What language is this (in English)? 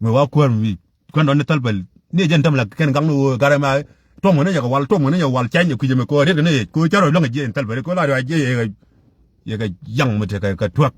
Nuer